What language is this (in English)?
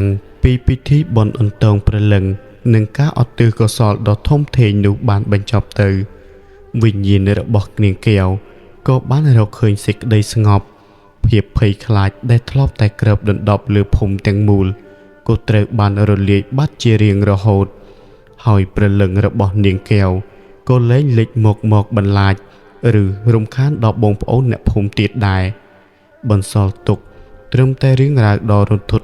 Khmer